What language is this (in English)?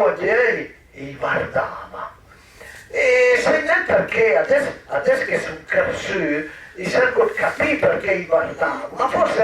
Piedmontese